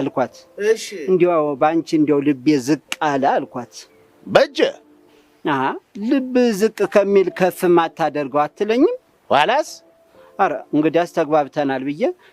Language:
Amharic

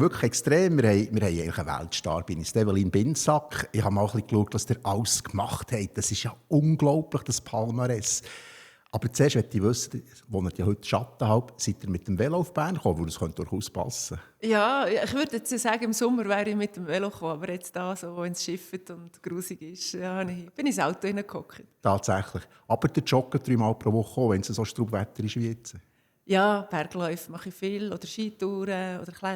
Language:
Swiss German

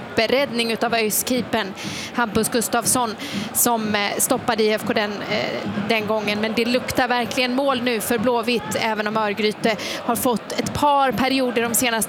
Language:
Swedish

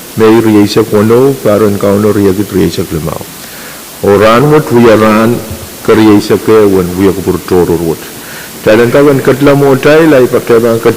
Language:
Pohnpeian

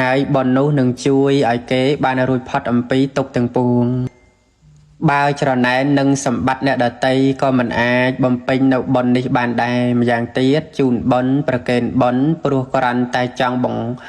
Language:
Khmer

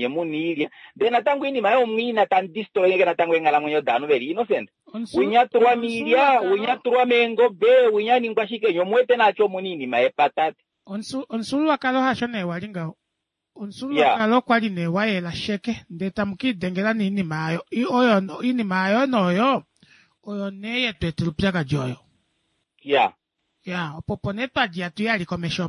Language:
Kuanyama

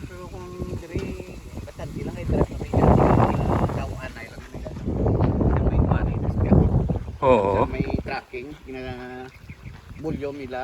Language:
Hiligaynon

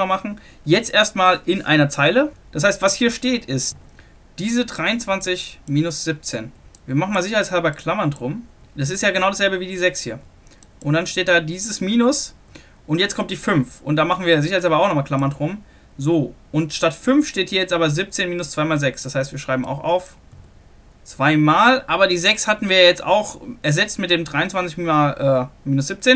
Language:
German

